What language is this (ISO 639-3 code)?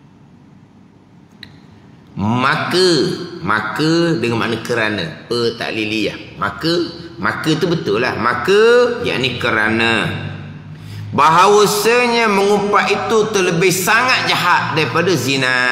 msa